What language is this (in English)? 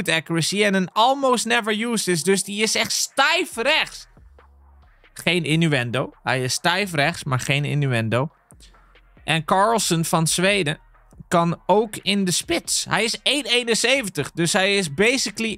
Dutch